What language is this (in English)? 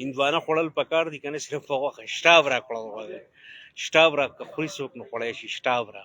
Pashto